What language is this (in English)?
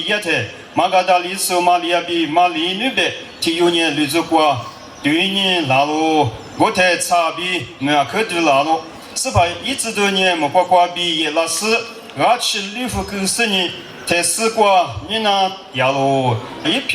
Lisu